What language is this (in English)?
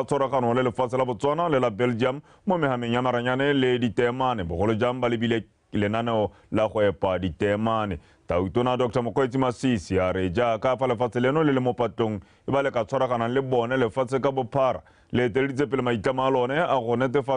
Tswana